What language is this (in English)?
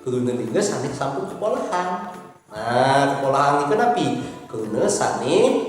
Balinese